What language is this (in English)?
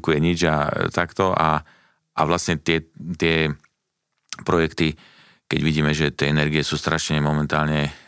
Slovak